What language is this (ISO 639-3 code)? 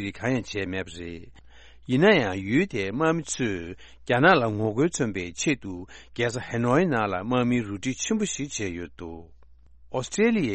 bod